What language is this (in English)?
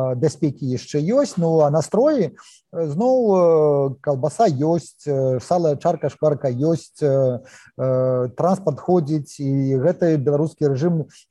Belarusian